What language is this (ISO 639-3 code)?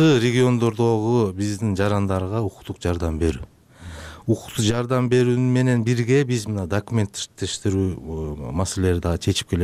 kir